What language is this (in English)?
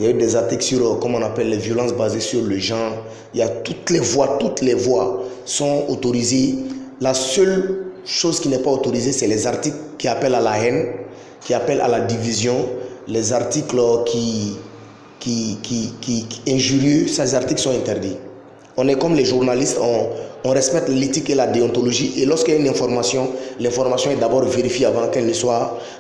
French